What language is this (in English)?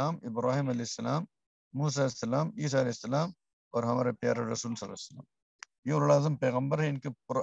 Urdu